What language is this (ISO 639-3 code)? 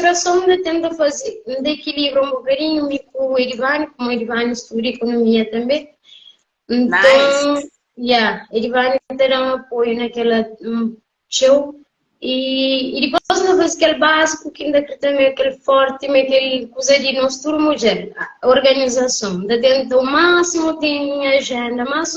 kea